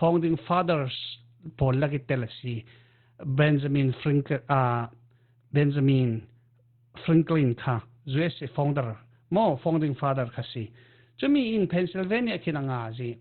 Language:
Falam Chin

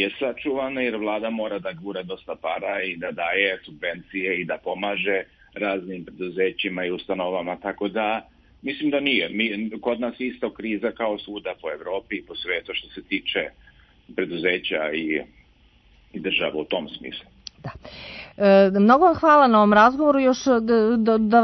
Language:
Serbian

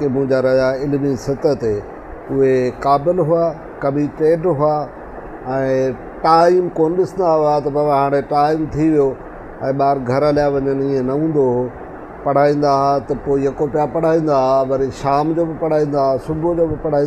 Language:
Sindhi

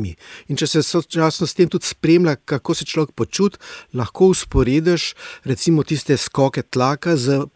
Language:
Slovenian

